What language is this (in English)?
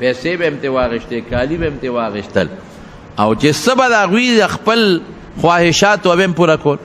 Pashto